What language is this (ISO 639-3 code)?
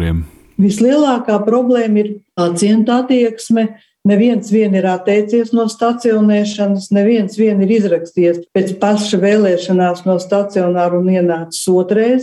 lav